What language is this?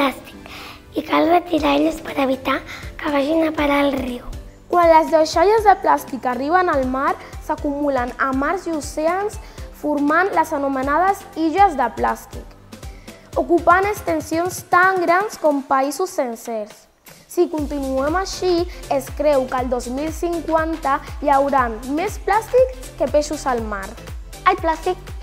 Catalan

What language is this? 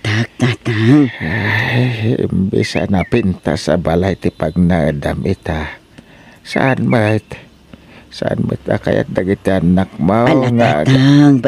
Iloko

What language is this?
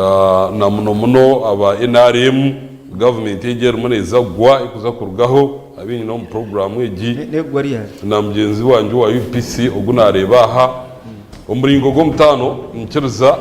Nyankole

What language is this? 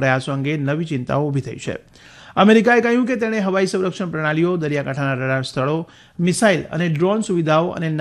Gujarati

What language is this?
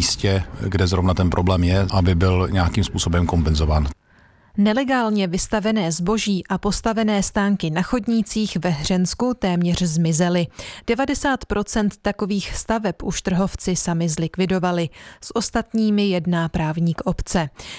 Czech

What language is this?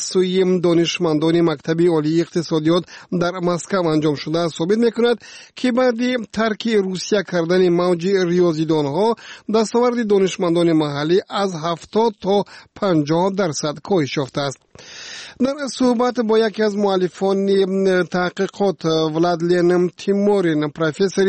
Tajik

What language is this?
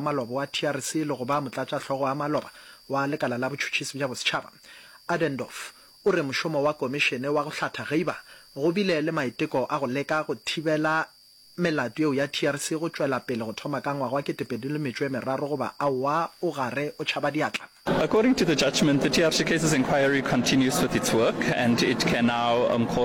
Northern Sotho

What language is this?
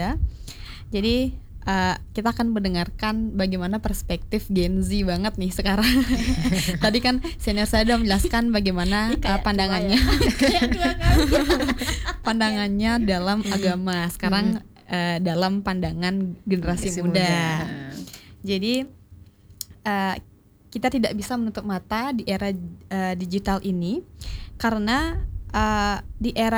Indonesian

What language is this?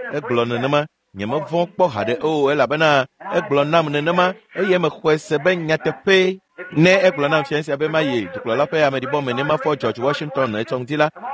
Ewe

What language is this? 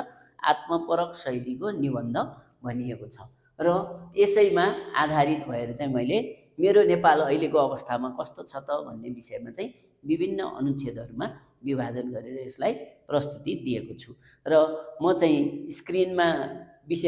Nepali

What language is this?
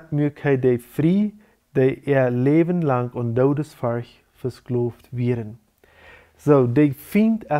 Plautdietsch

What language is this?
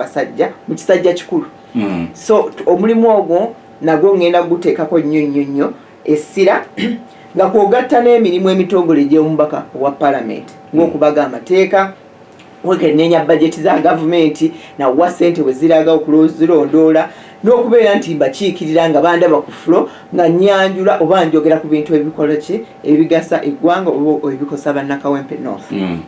Ganda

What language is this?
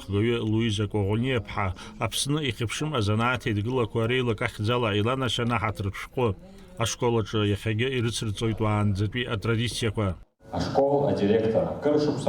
Abkhazian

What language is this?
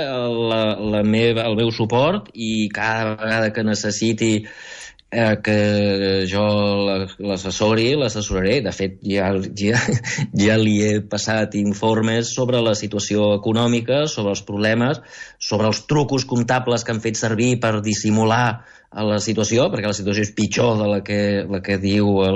Catalan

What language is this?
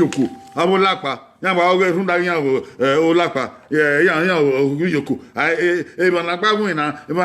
Bini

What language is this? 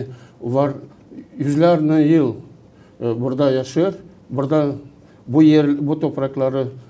Gagauz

